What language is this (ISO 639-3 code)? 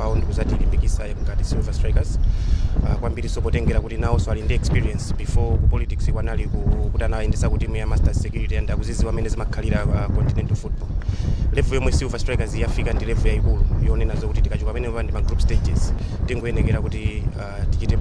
nya